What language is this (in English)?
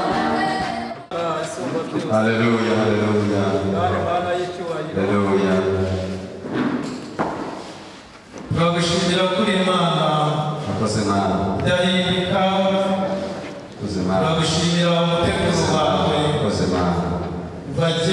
Kinyarwanda